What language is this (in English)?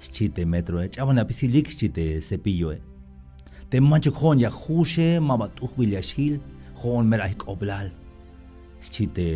Tzeltal